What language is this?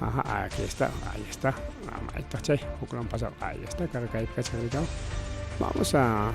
Ayacucho Quechua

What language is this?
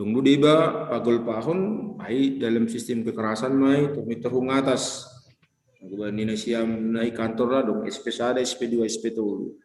Batak Simalungun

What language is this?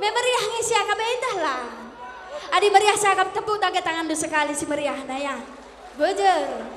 Batak Karo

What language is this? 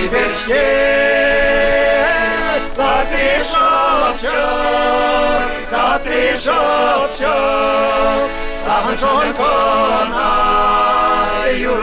Chuvash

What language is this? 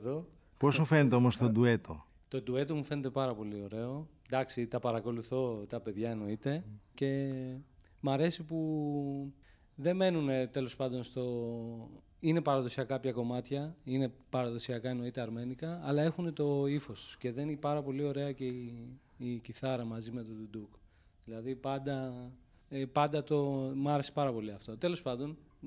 Greek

